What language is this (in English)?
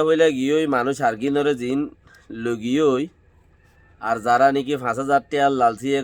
Rohingya